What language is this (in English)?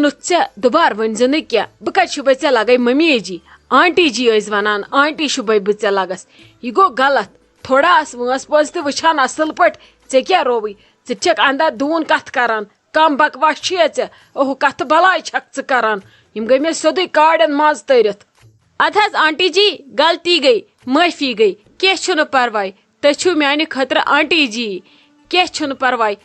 Kashmiri